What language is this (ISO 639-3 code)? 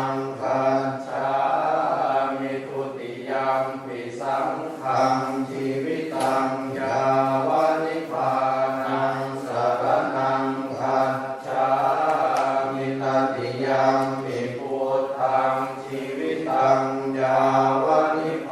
pli